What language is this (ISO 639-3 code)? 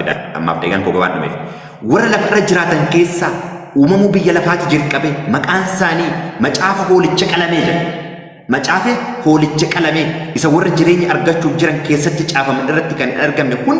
orm